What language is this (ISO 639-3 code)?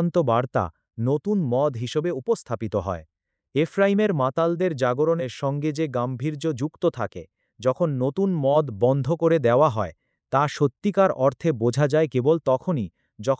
ben